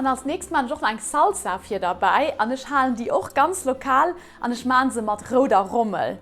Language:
Luxembourgish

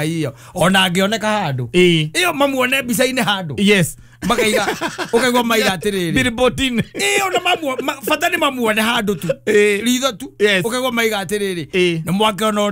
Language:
Kikuyu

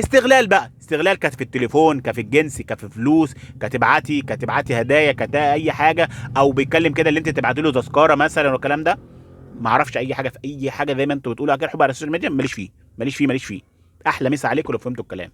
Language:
Egyptian Arabic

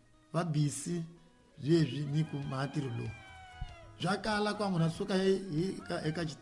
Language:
Tsonga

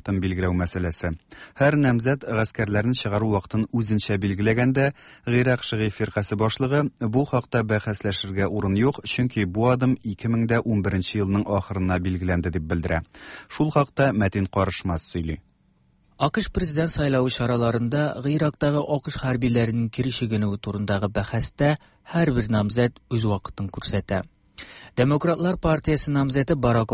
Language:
Tatar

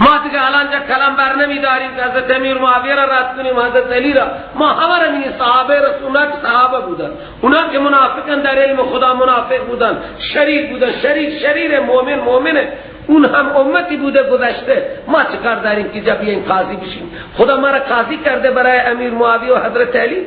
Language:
Persian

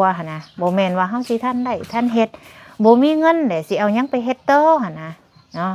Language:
Lao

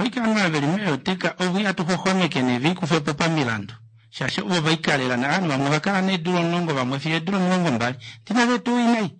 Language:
Kuanyama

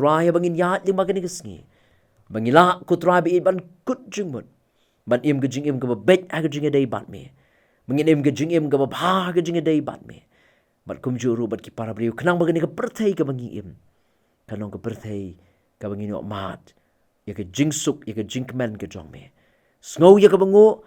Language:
Khasi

